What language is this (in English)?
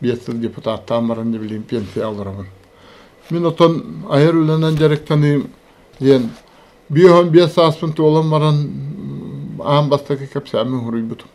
Yakut